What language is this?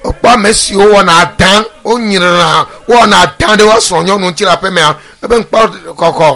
Ewe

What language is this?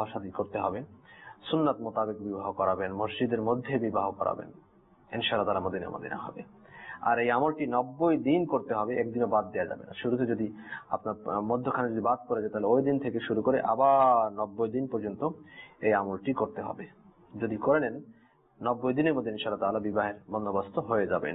Bangla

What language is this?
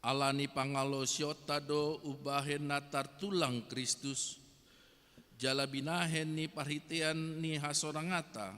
Batak Toba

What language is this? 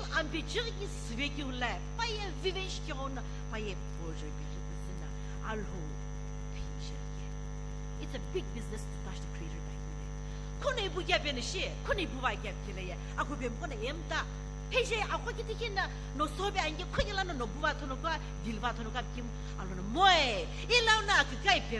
Sumi Naga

